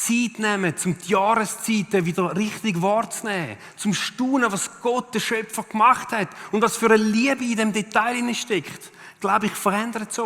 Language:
Swiss German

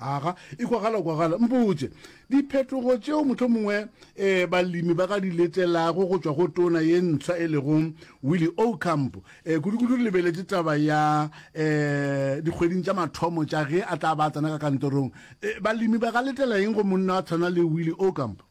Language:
Northern Sotho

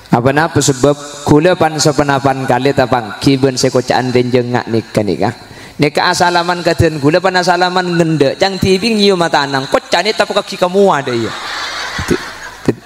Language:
Madurese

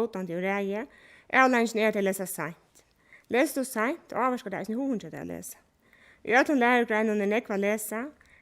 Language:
Faroese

